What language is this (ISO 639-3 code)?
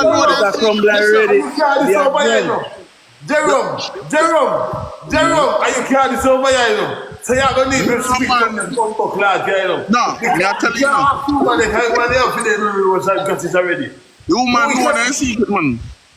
jam